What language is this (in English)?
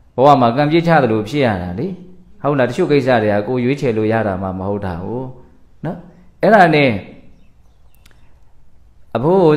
Burmese